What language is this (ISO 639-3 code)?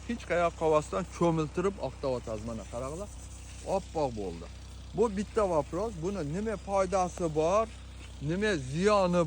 uzb